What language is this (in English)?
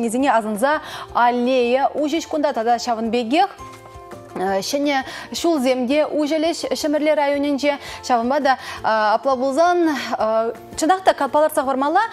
Chuvash